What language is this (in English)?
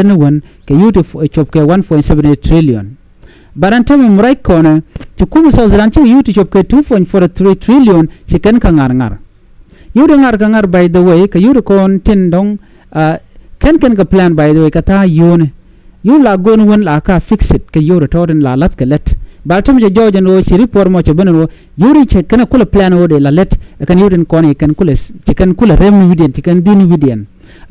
Nuer